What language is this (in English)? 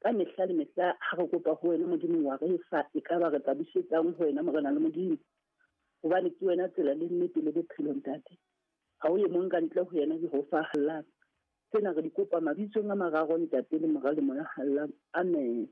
Southern Sotho